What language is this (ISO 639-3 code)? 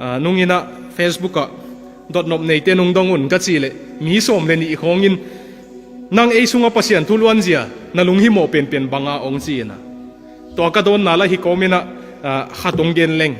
ctd